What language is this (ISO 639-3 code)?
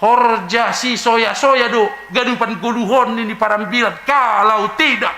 bts